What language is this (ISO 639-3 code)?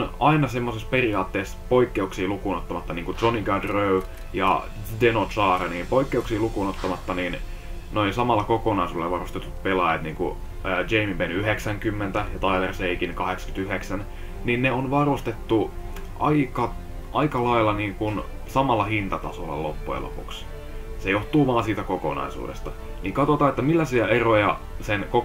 fin